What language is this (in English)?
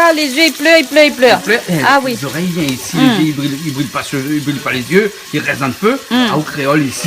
Réunion Creole French